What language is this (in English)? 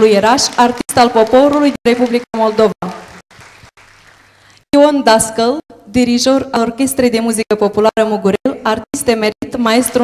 Romanian